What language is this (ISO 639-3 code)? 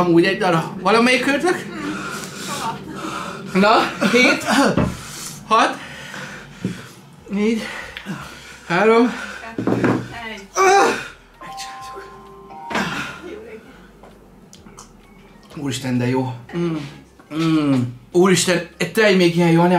hun